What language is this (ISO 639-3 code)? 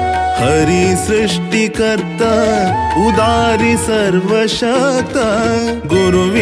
kok